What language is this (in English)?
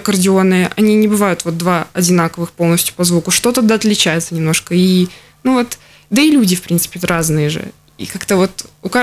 Russian